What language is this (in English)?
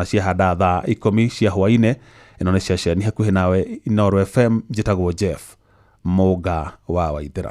Kikuyu